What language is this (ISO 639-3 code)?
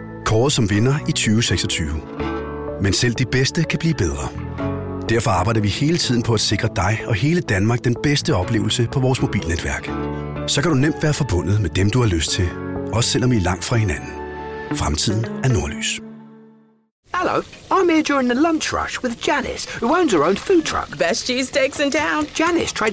dan